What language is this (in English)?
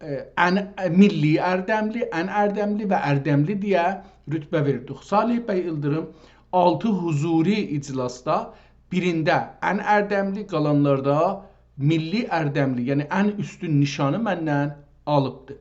South Azerbaijani